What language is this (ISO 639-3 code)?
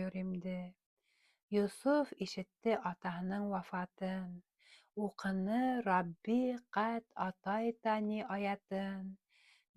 bak